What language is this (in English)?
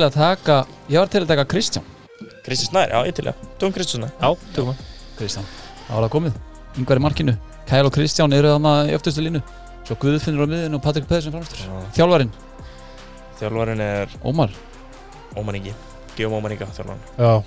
Icelandic